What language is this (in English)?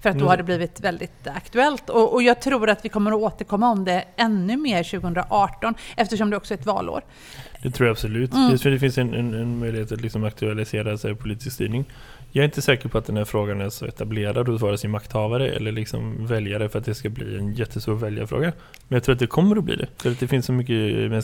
Swedish